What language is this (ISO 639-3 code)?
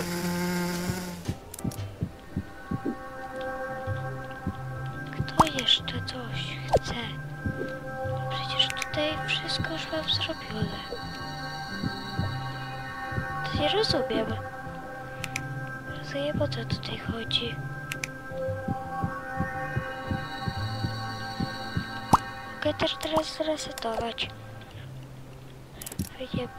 pol